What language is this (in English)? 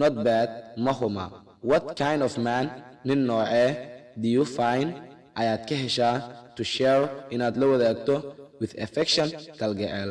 Somali